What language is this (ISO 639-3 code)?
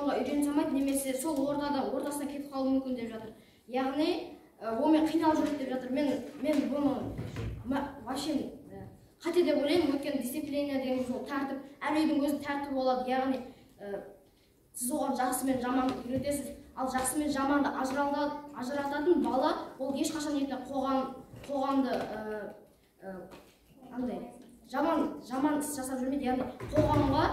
kaz